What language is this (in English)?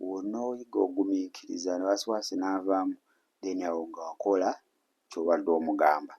Ganda